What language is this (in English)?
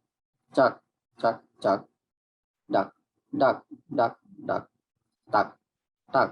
Shan